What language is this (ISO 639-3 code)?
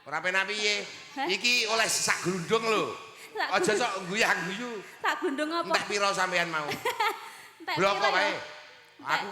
jav